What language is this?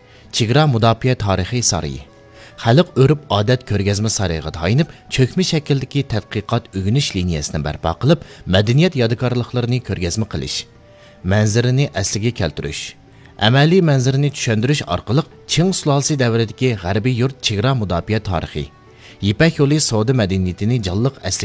Uyghur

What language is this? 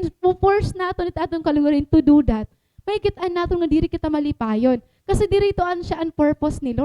Waray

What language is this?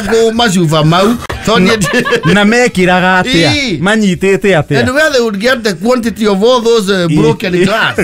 Kikuyu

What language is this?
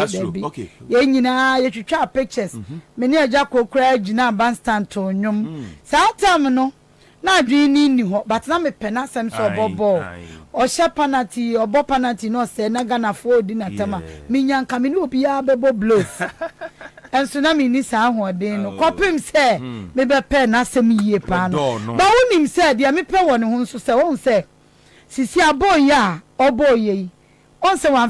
Akan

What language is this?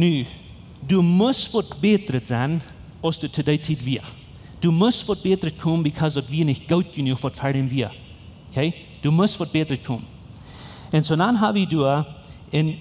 Plautdietsch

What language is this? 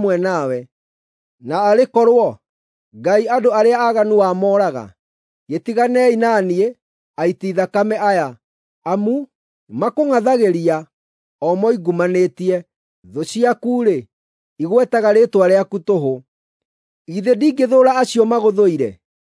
Kikuyu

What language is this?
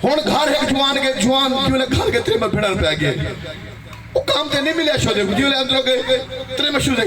Saraiki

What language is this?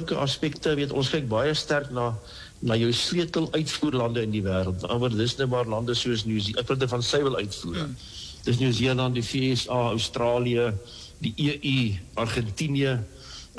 Afrikaans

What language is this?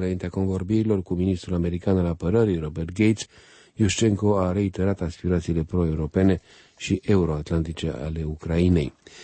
Romanian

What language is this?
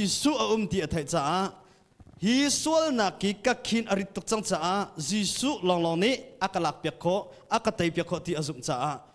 Hakha Chin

